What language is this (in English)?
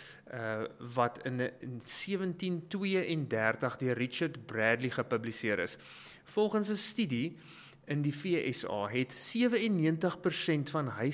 Afrikaans